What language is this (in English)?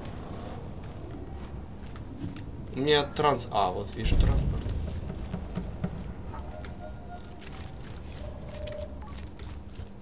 Russian